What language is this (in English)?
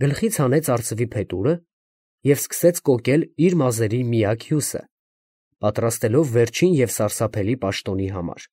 Armenian